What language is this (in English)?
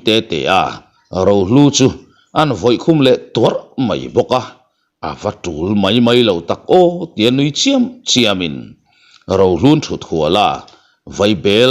Mizo